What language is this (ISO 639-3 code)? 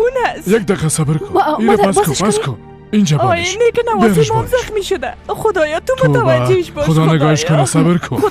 fas